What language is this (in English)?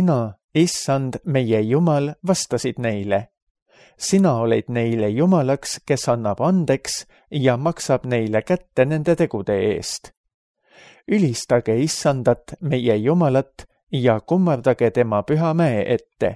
Estonian